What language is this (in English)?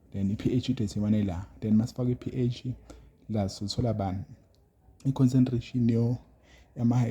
Zulu